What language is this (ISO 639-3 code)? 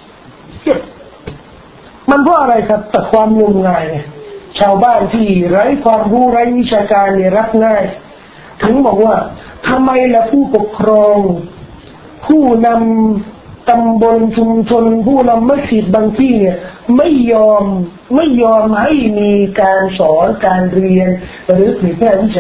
tha